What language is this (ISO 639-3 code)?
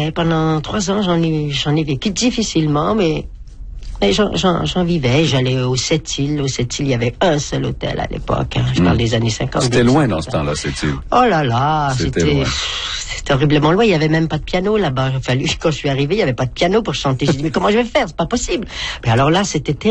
fra